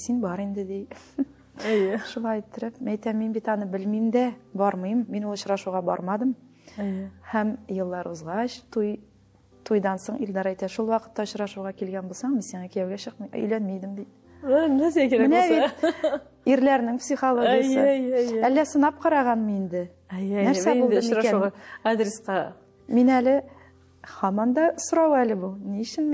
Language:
Tatar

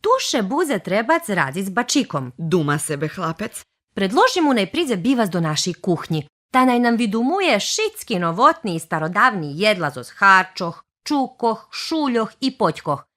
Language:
Rusyn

